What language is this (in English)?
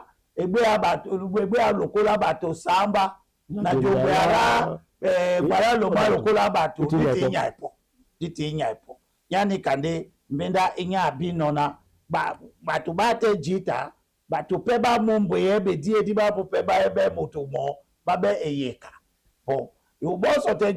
Duala